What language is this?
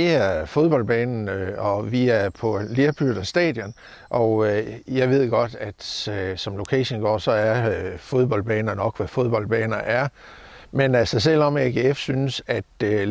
Danish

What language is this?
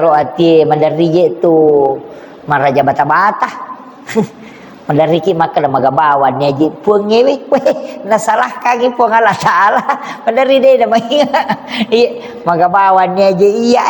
Buginese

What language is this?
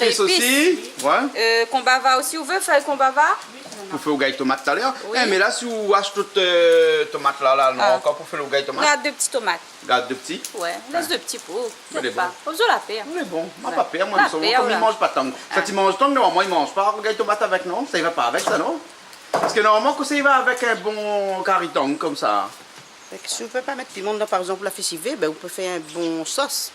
Réunion Creole French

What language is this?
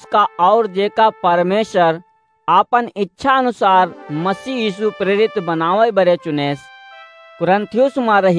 Awadhi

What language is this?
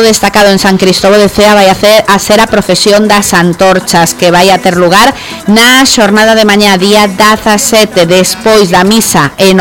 Galician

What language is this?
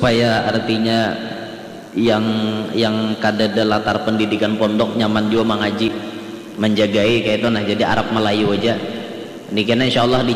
Banjar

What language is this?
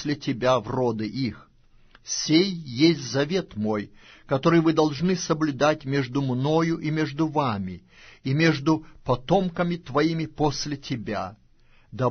Russian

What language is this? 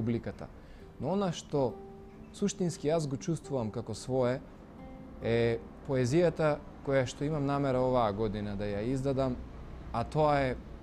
Macedonian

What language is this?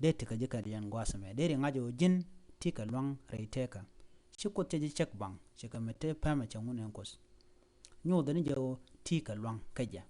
Nuer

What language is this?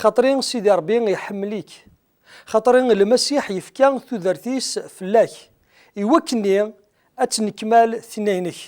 Kabyle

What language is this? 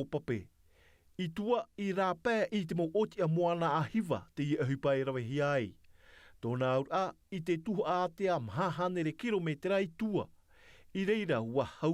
Tahitian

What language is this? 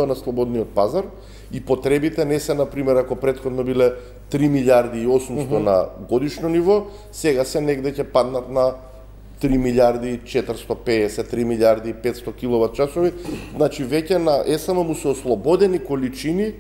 Macedonian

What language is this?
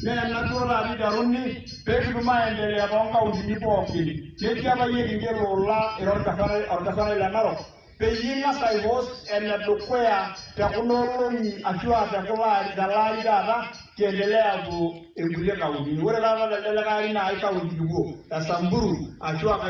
Masai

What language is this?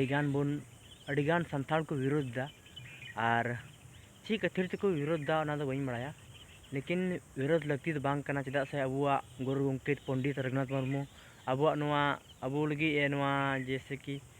Santali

